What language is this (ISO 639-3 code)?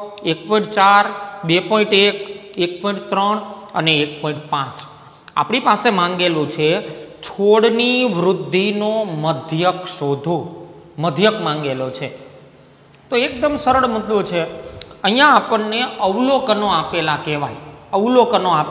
guj